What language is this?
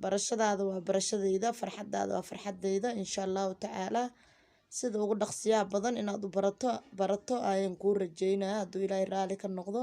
Somali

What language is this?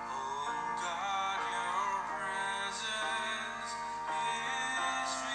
Konkani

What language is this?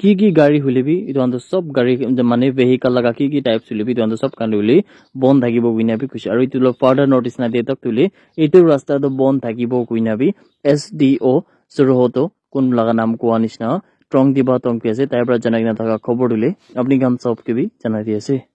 Naga Pidgin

